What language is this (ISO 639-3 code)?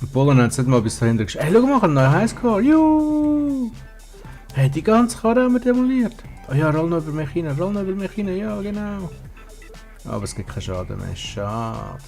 gsw